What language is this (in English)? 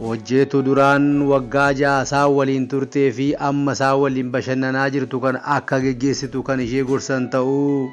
Oromo